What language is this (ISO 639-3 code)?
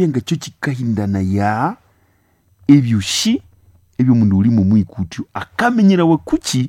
nnb